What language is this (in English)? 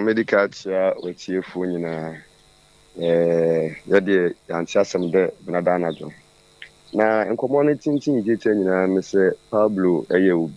Akan